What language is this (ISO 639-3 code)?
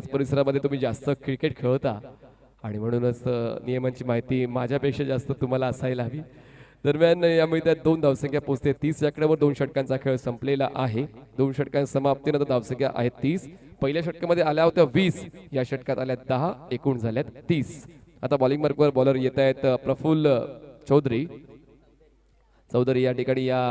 mar